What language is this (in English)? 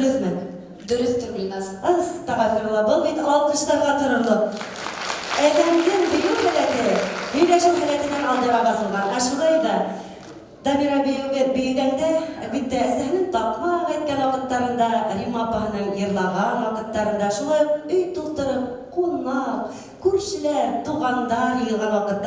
Bashkir